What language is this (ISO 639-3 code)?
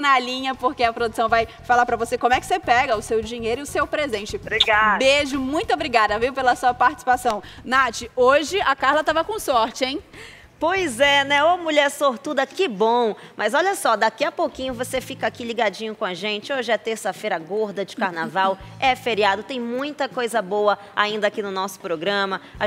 por